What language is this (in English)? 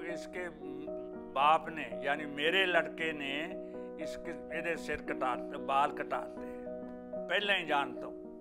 English